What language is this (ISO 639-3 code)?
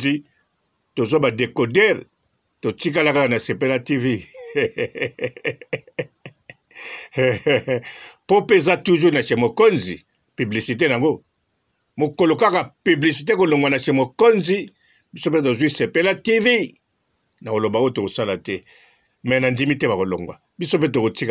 lin